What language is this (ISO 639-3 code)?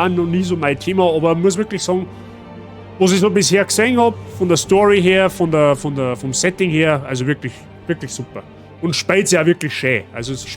bar